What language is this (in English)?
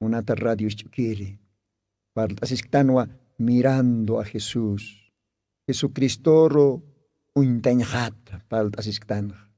Aymara